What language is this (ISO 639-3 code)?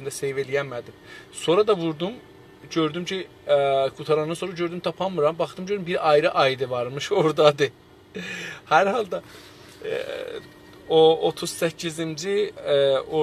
azb